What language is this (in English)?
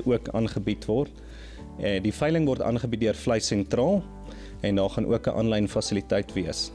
Afrikaans